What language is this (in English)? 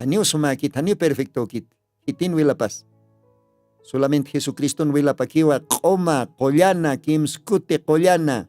Aymara